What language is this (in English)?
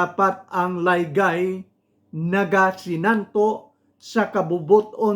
Hiligaynon